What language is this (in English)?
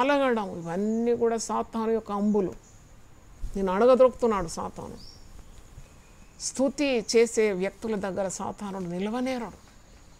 Telugu